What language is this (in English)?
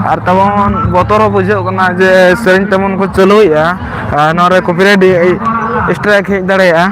Santali